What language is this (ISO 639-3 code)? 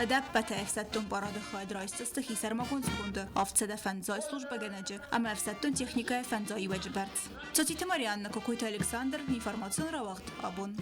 oss